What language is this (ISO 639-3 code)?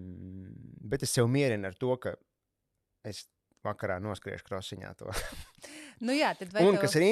lav